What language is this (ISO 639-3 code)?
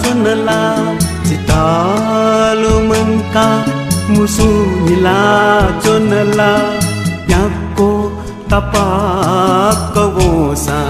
new